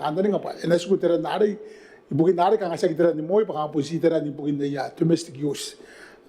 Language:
Gilbertese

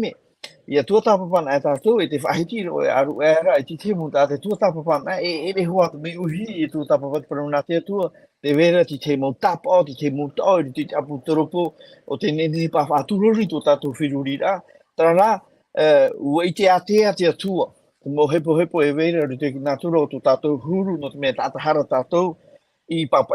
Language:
Tahitian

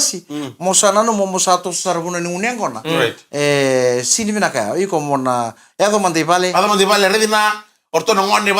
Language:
Fijian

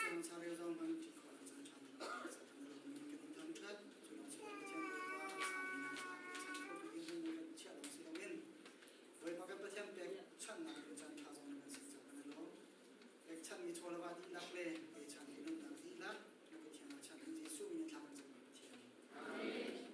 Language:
Hakha Chin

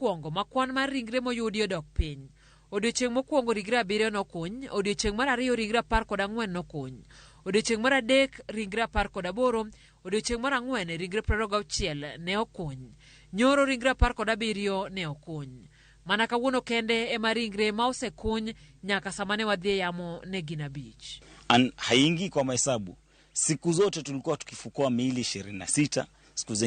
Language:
Luo (Kenya and Tanzania)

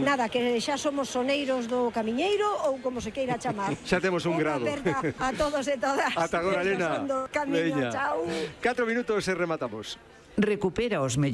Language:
Galician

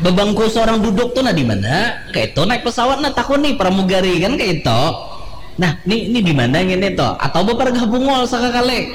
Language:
Banjar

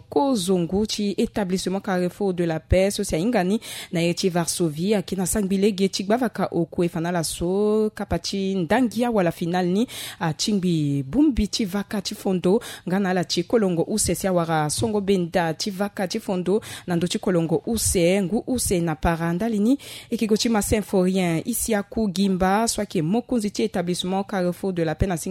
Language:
Sango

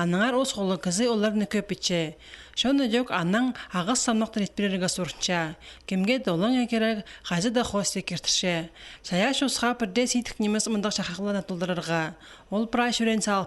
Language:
Khakas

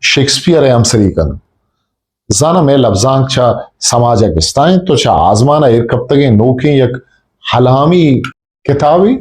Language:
Eastern Balochi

